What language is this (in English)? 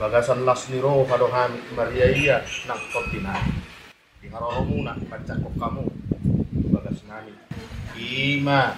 Batak Toba